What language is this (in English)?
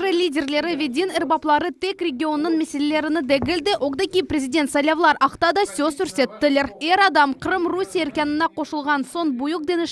Crimean Tatar